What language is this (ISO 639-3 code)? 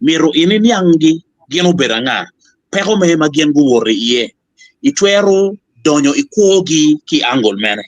ach